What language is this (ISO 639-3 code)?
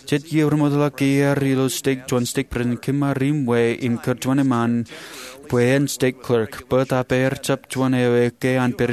mah